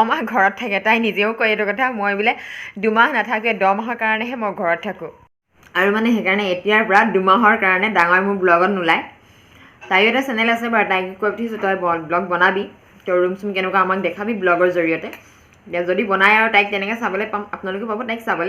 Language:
Assamese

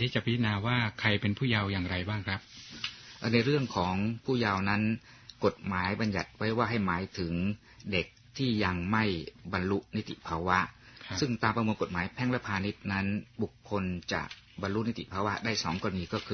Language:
Thai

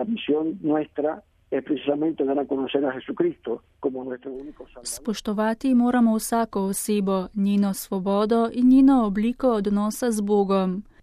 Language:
Slovenian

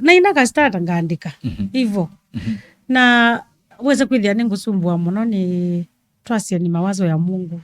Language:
Kamba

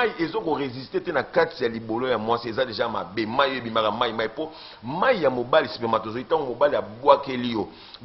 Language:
Lingala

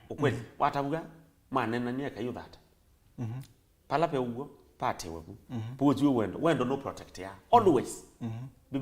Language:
Kamba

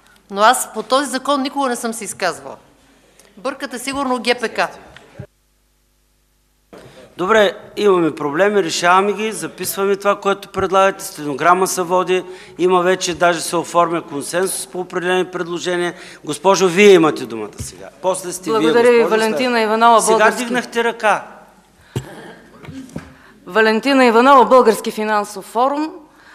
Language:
Bulgarian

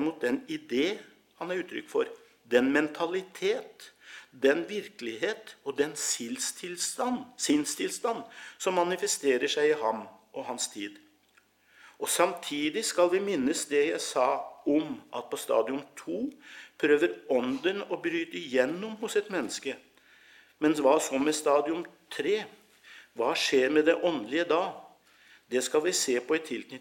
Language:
Norwegian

